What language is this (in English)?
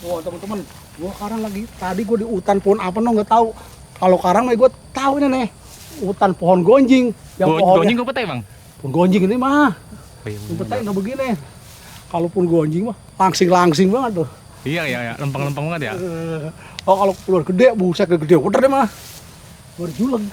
Betawi